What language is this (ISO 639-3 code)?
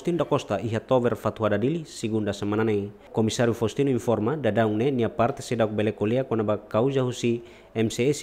tet